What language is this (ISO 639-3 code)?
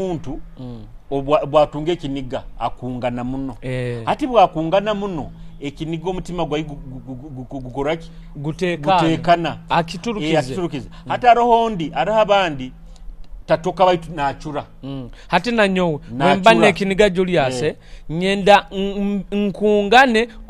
nyo